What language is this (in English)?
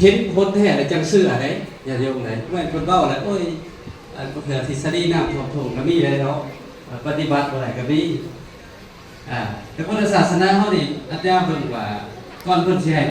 Lao